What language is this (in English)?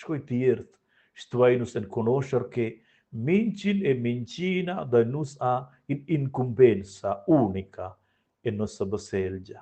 Romansh